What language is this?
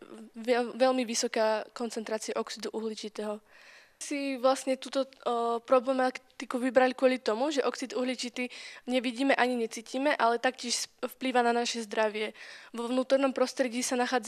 Slovak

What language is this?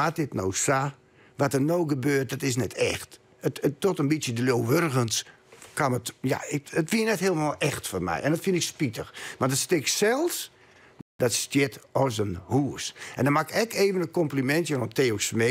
Western Frisian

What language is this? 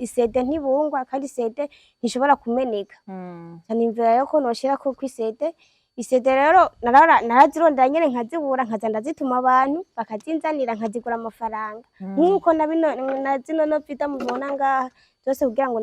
Rundi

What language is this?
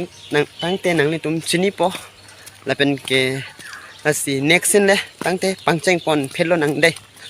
Karbi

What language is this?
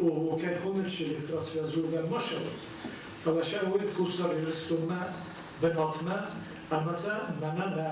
Ossetic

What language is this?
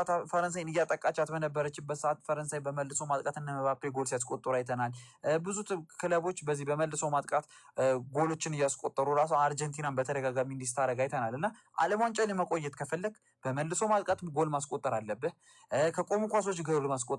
Amharic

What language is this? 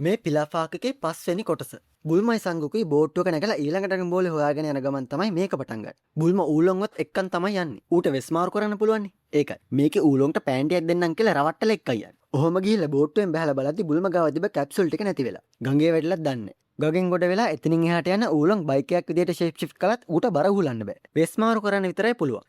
Sinhala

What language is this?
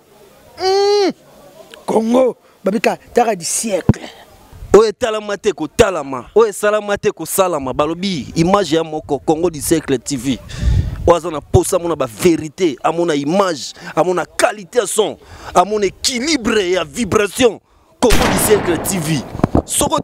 Lingala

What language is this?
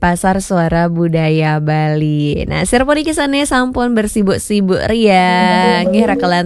Balinese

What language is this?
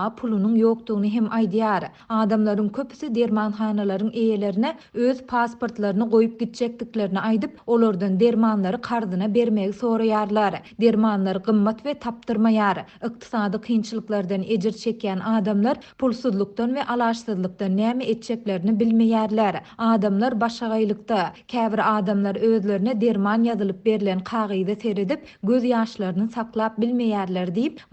Turkmen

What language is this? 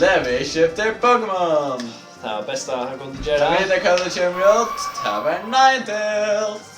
Faroese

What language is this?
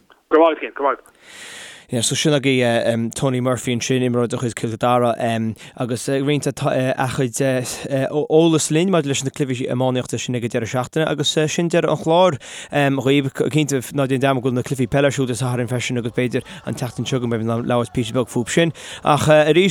Irish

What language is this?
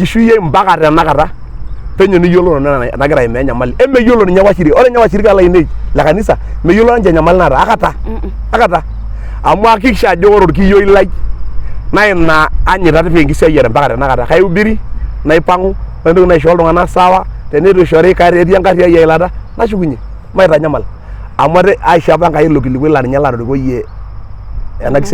Masai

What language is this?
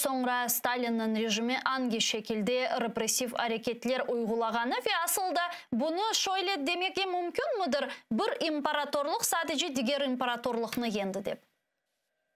Crimean Tatar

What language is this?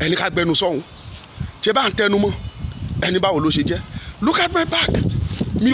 Yoruba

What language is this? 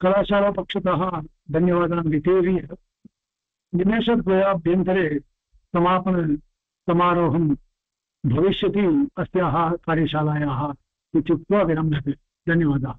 Sanskrit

